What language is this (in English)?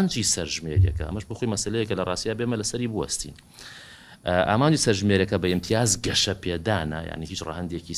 Central Kurdish